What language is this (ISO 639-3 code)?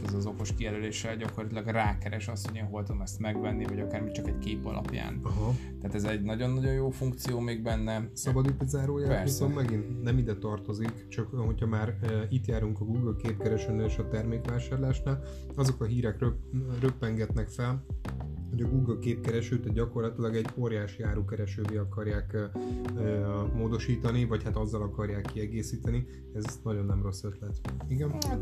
hun